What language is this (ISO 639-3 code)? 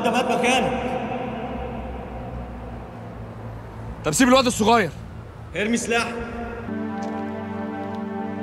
arz